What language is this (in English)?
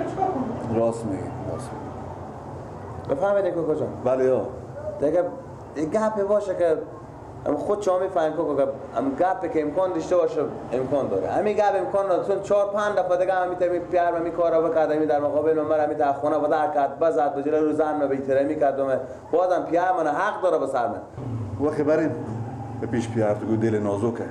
Persian